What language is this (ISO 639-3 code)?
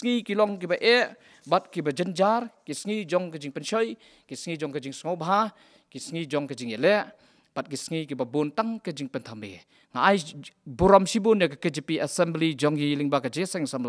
kha